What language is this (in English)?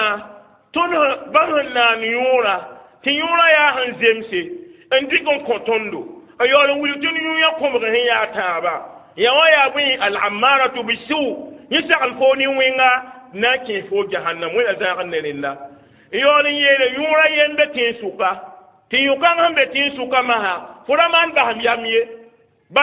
Mossi